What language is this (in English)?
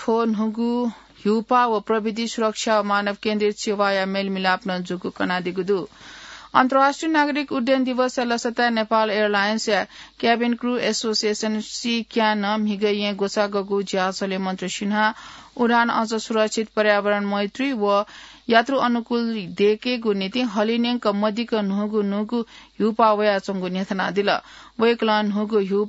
Newari